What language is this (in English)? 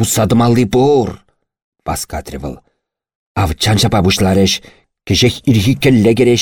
Chuvash